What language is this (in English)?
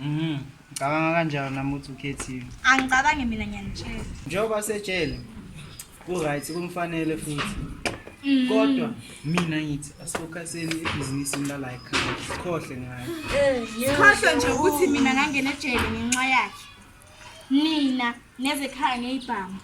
Zulu